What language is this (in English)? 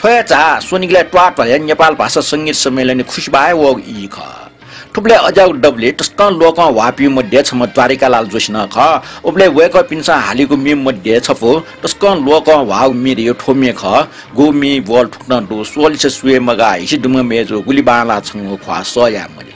Newari